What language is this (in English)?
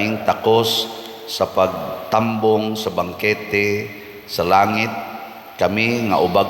Cebuano